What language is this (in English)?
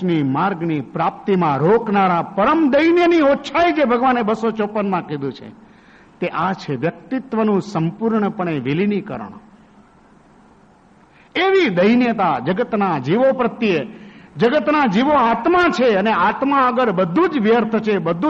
Gujarati